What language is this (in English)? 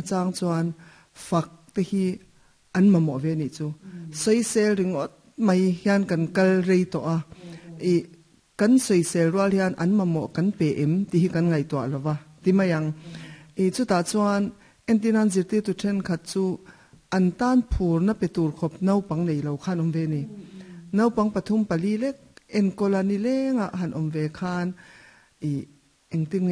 Mizo